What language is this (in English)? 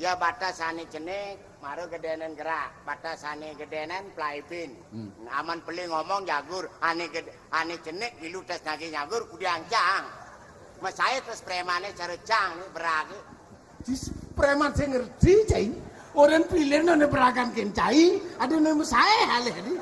Balinese